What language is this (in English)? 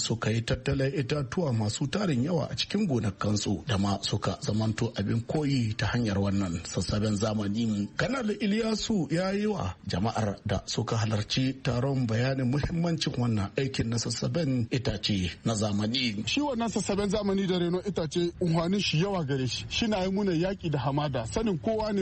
Hausa